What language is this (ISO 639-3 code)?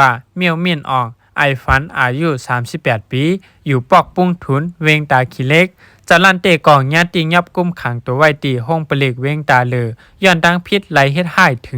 shn